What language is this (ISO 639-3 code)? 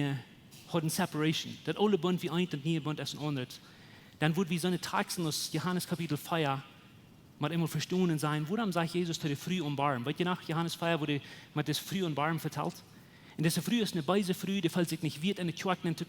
pdt